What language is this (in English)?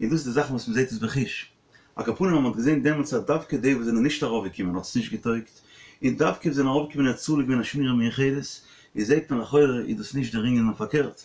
Yiddish